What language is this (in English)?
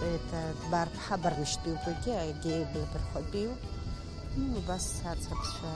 Abkhazian